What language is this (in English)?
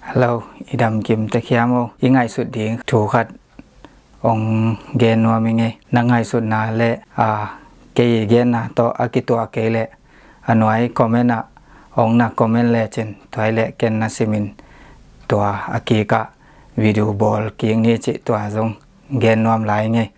Tedim Chin